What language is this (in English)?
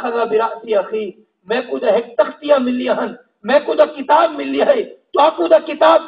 Saraiki